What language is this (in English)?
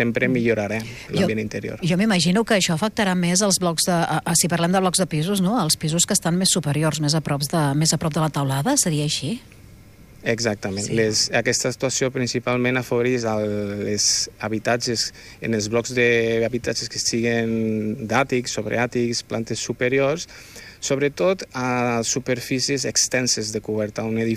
Catalan